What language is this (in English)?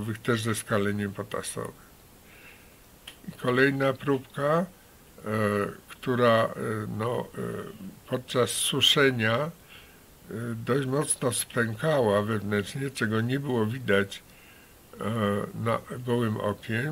Polish